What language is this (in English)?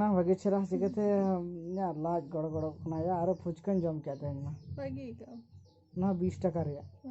Santali